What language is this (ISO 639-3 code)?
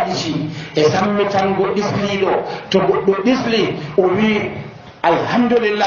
fuv